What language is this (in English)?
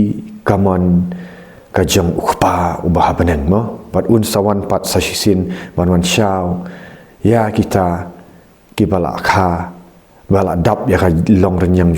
Khasi